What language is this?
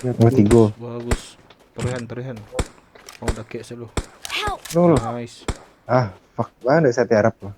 Minangkabau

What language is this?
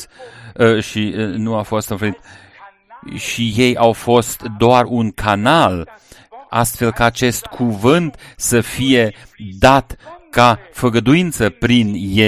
Romanian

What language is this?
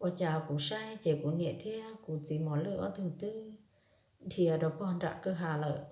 Hmong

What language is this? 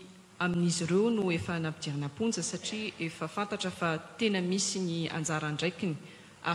Malagasy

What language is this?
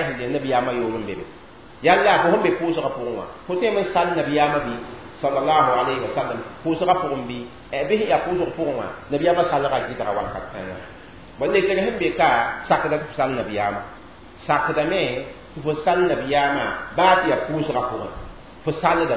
Mossi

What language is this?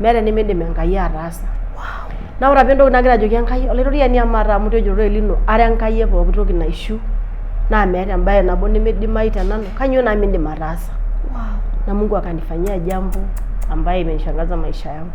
Masai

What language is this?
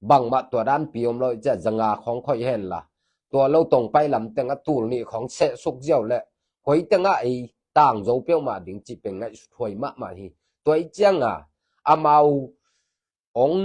Tedim Chin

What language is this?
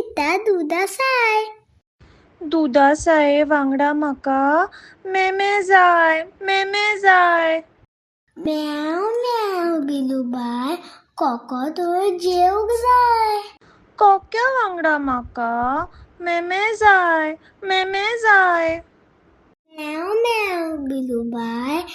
Konkani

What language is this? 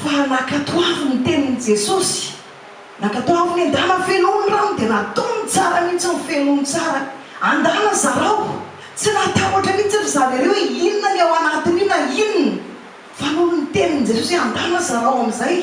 Malagasy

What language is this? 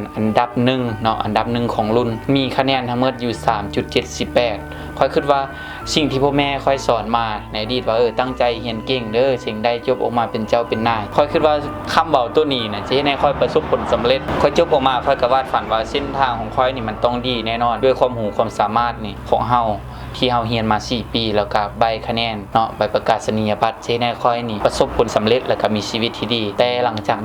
Lao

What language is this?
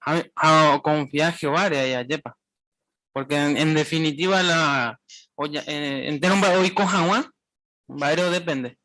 Guarani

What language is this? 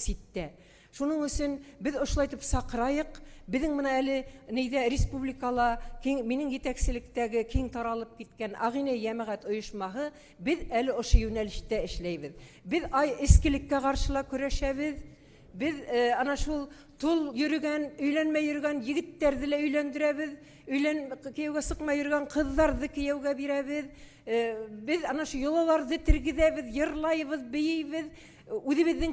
Bashkir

